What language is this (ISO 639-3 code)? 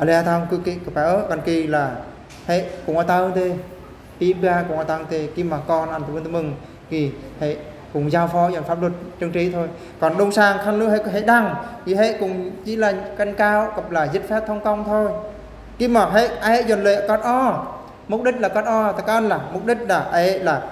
bru